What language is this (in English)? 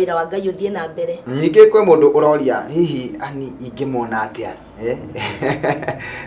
Kikuyu